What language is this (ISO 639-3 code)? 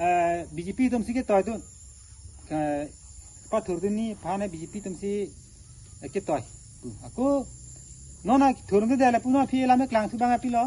mjw